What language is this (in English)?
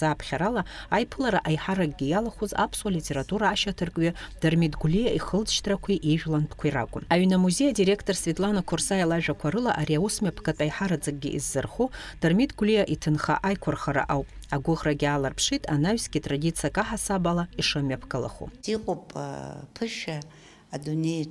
Abkhazian